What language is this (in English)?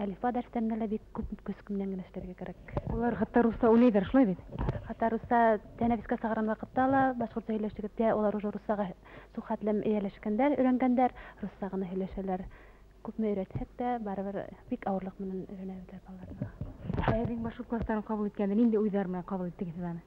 Bashkir